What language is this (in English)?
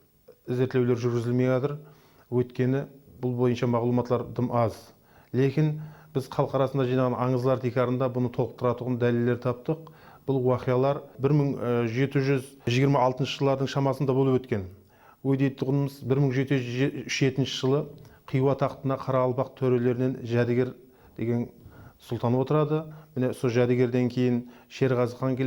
Kara-Kalpak